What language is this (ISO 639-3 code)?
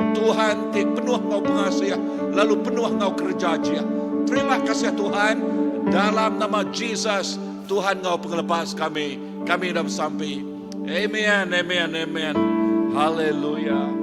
iba